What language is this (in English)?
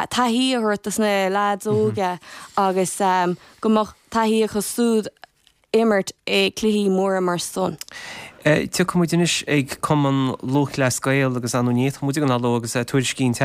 Irish